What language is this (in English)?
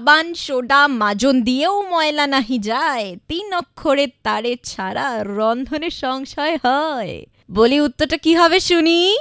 Bangla